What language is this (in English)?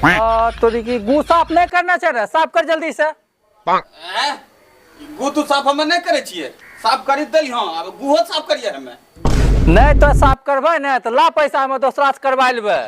Angika